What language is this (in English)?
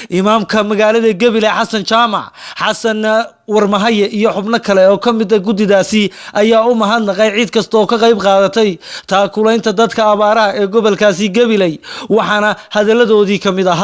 Somali